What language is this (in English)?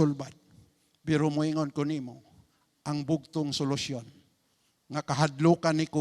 Cebuano